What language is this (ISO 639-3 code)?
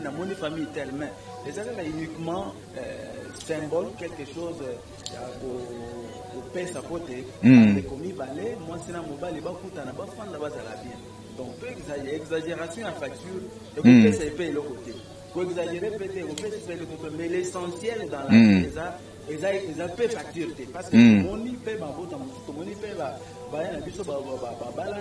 lin